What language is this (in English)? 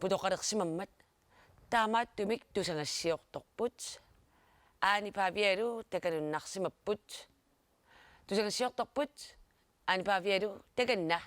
Kalaallisut